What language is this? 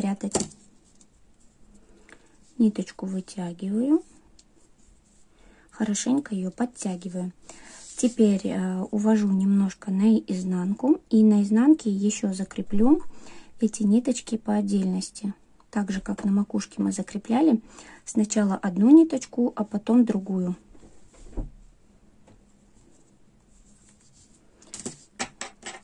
Russian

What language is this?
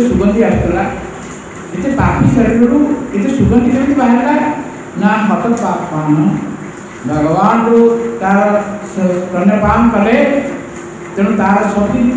Odia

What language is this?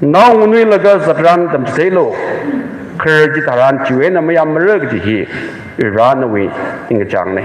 Tangkhul Naga (India)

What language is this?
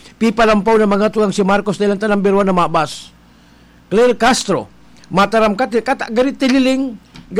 Bikol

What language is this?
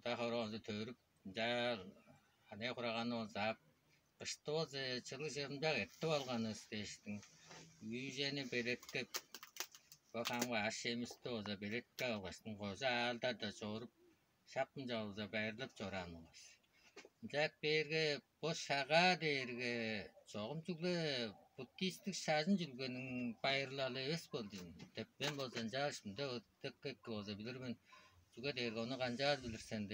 Tuvinian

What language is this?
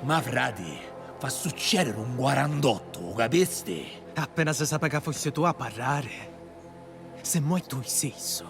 Sicilian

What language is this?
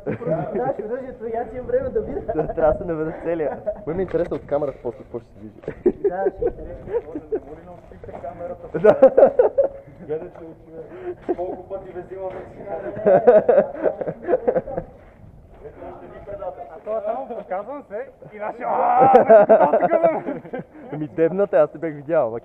Bulgarian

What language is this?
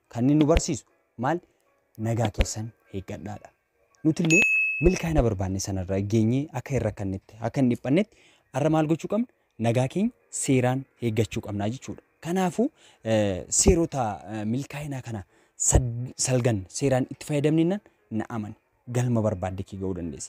Oromo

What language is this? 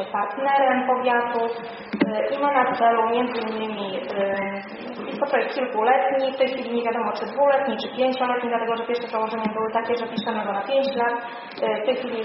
Polish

